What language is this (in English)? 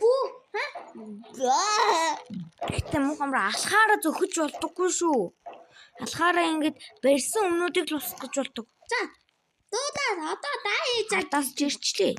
Mongolian